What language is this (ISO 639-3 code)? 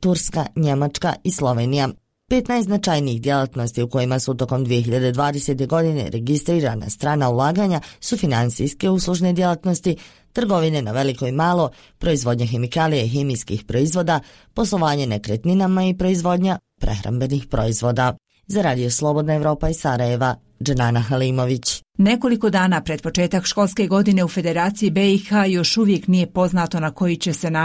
bos